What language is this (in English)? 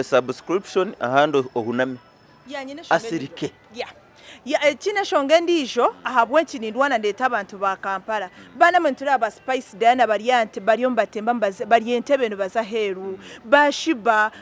Nyankole